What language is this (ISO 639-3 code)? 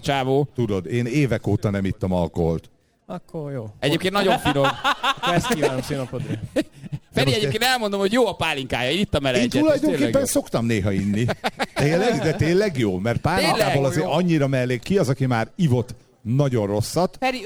hun